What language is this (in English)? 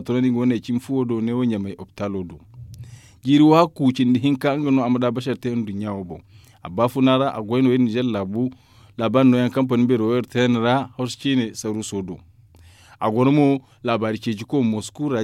Zarma